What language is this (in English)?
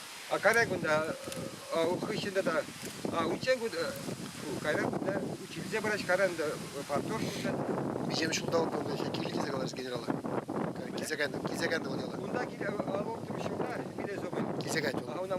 Chuvash